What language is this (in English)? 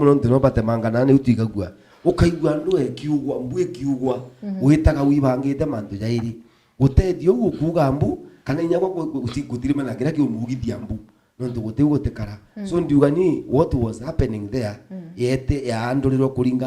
Meru